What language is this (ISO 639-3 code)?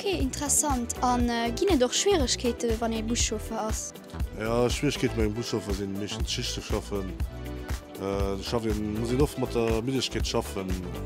ltz